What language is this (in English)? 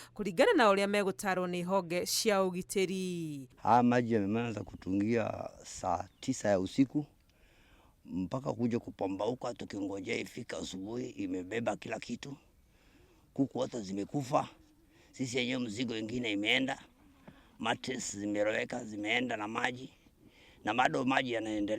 Kikuyu